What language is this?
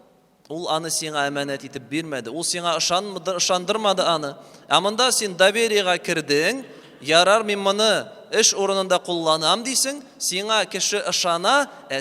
Tatar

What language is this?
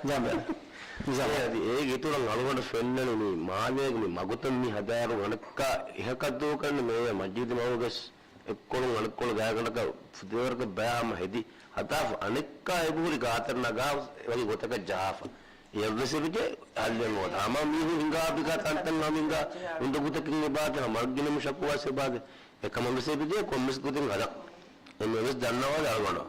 Divehi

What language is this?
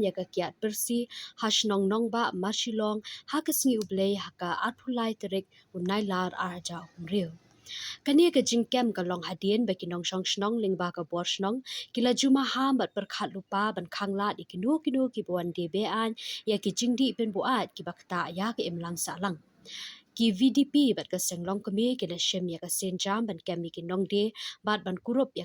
Khasi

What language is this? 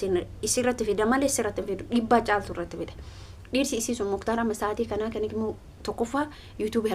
Oromo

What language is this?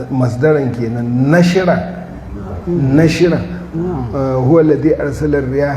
Hausa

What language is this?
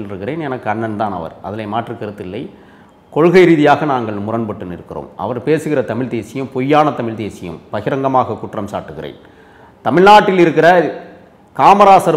Tamil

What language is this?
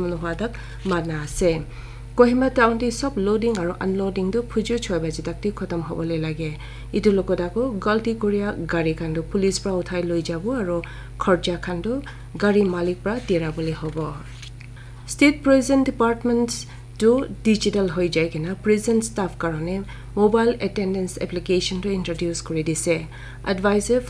Naga Pidgin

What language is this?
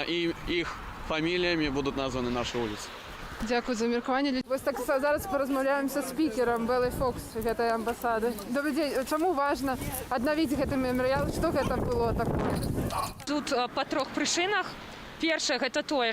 Belarusian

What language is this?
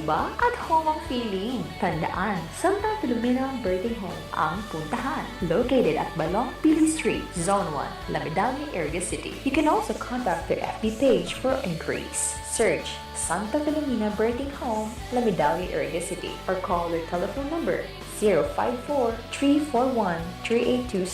Bikol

